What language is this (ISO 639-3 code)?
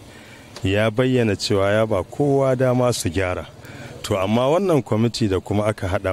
hau